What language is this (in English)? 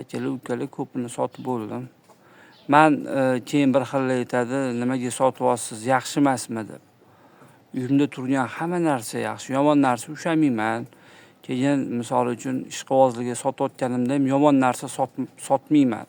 Uzbek